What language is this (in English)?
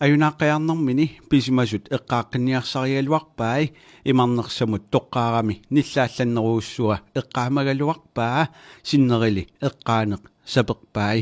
Kalaallisut